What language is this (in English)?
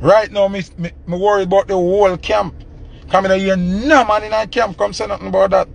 Jamaican Creole English